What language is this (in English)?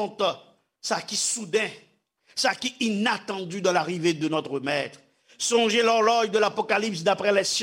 Haitian Creole